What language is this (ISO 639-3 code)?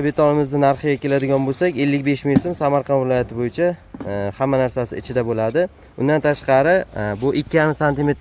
uzb